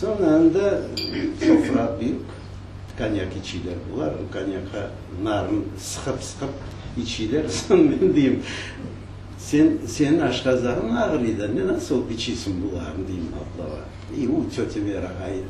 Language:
Crimean Tatar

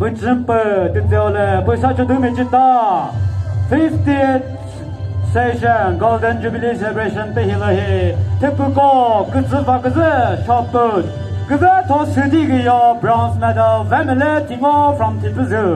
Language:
Chokri Naga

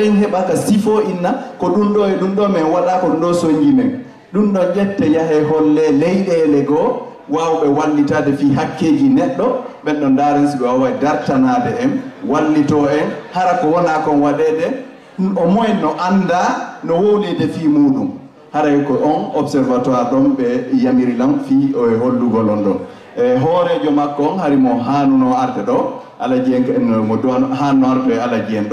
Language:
Fula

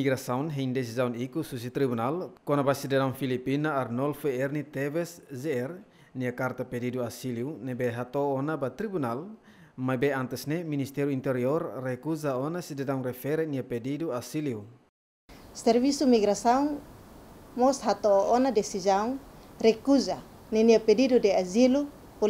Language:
Tetum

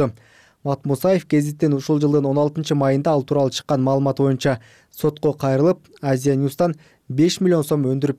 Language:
Kyrgyz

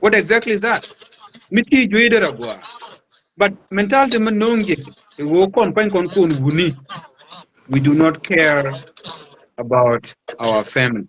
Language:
Nuer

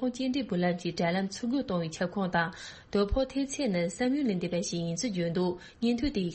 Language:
Tibetan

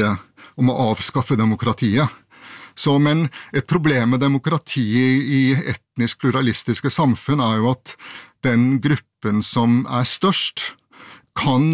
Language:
Norwegian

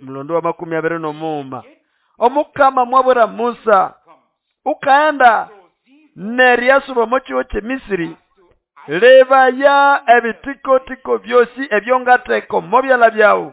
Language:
Nande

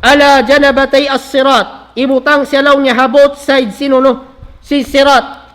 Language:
Tausug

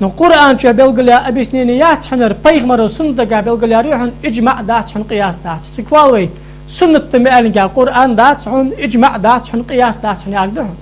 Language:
Ingush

